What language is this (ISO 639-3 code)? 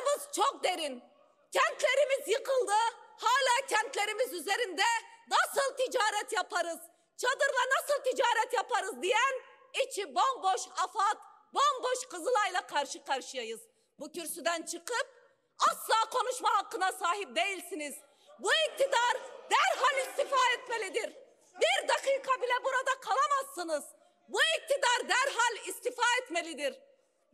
tur